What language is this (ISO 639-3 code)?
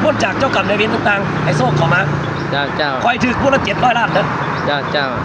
lao